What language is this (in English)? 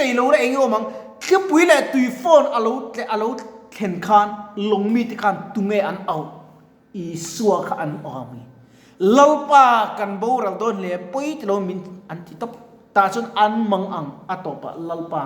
Mizo